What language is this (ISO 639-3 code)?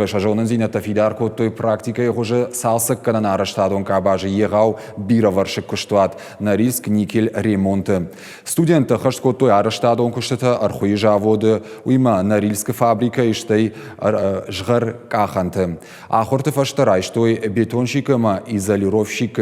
oss